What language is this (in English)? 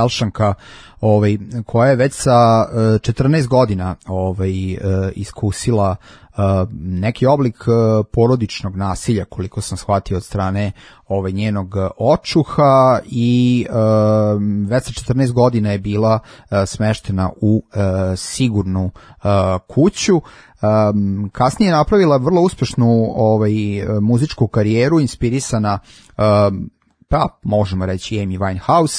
Serbian